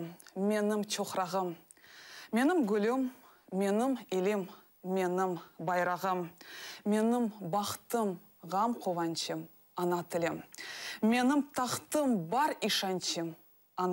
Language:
Crimean Tatar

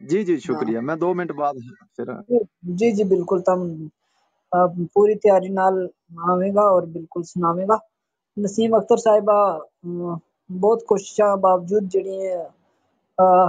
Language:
Gujari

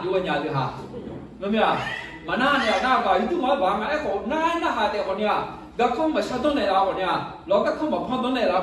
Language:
Akha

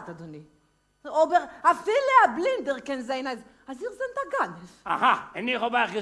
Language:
Yiddish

